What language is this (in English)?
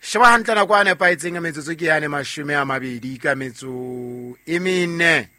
Southern Sotho